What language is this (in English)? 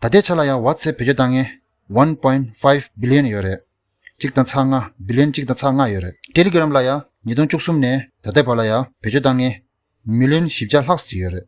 Tibetan